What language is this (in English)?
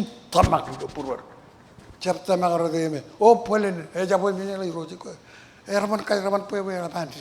Marshallese